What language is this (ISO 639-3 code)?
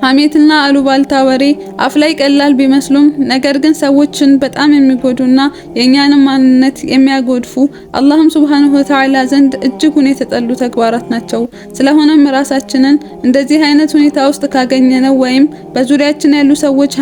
amh